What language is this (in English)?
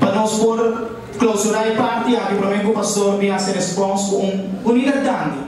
Papiamento